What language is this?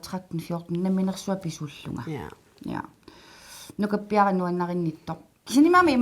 Kalaallisut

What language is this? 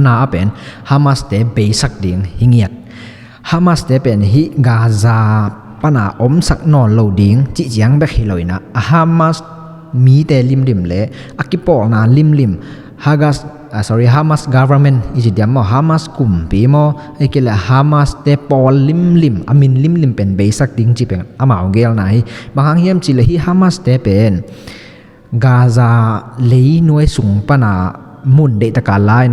Tedim Chin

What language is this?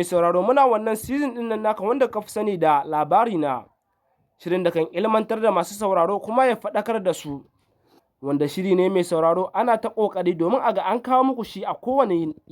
Hausa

